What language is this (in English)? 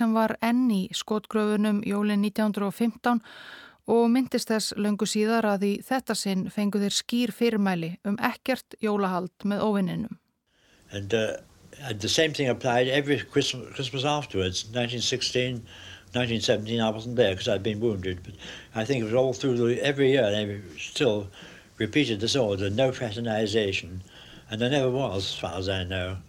Icelandic